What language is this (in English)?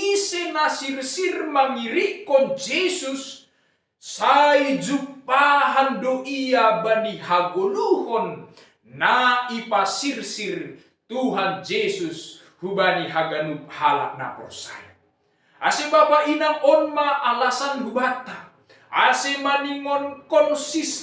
Batak Simalungun